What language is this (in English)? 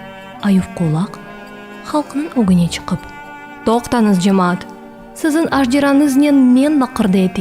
Crimean Tatar